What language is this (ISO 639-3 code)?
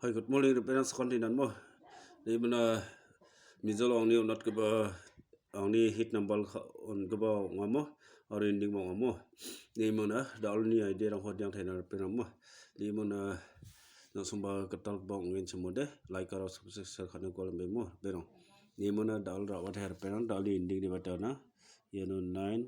grt